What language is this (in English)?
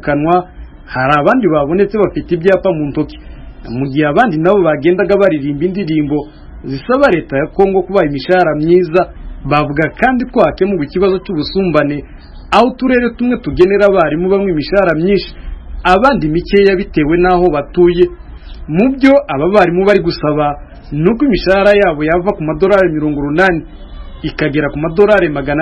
Kinyarwanda